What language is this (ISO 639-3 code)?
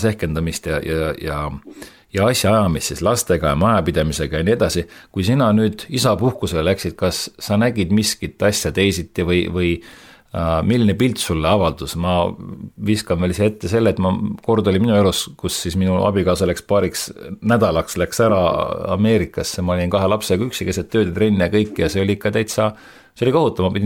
est